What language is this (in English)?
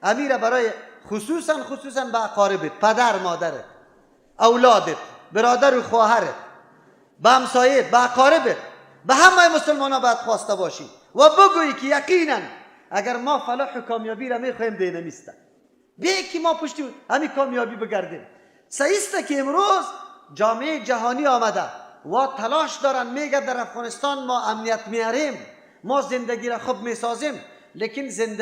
Persian